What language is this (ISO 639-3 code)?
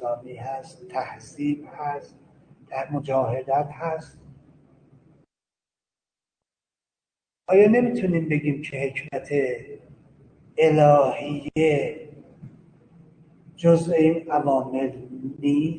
fas